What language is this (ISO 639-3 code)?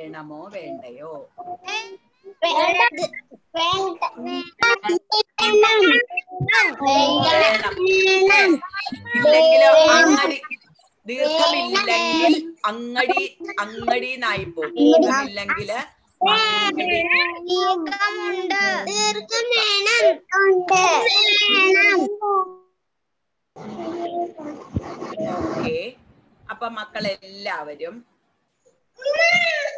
mal